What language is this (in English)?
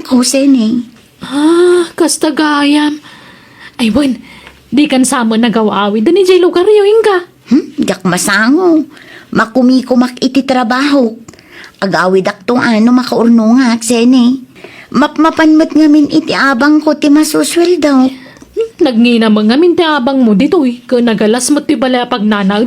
Iloko